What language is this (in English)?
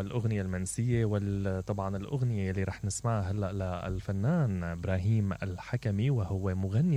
Mesopotamian Arabic